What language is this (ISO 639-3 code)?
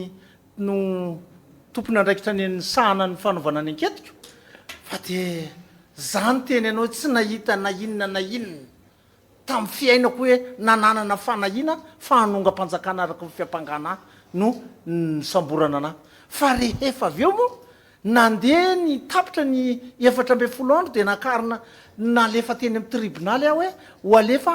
mlg